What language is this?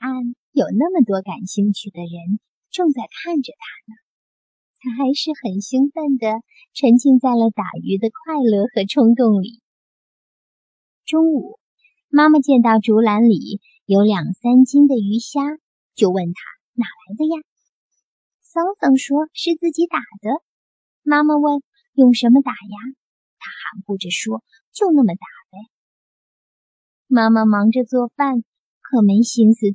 Chinese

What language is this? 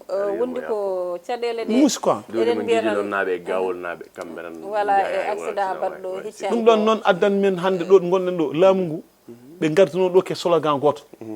Fula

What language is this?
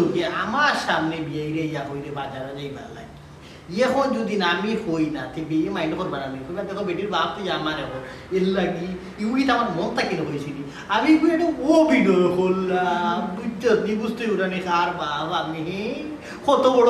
Sylheti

